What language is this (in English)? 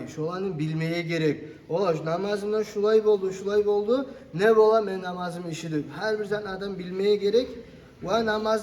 Kumyk